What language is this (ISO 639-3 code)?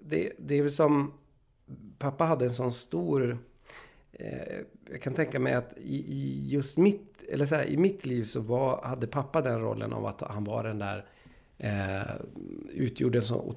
swe